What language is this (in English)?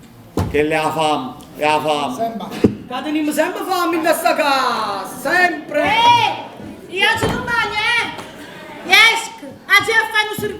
Neapolitan